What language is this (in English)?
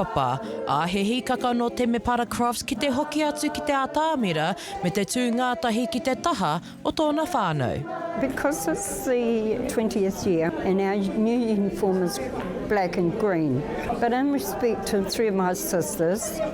Māori